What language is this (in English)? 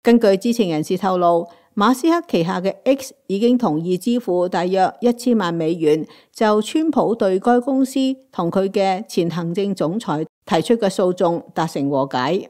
Cantonese